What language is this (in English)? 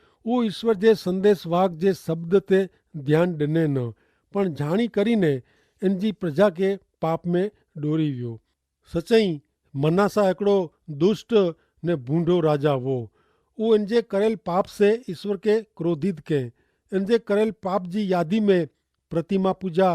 Kachhi